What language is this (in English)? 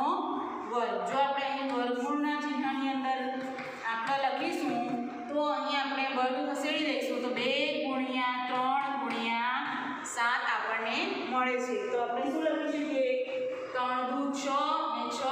Gujarati